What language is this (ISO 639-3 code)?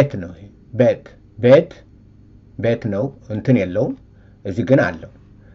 amh